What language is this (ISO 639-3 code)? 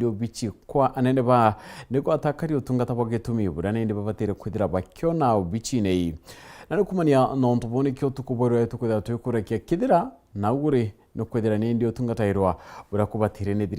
mer